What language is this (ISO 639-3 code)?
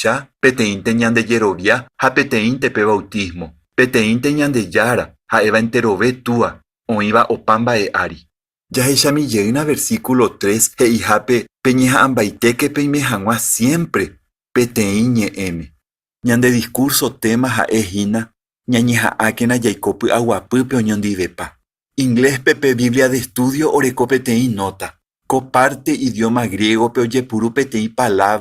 grn